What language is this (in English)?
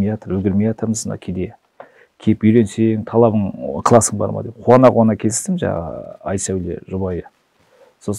Kazakh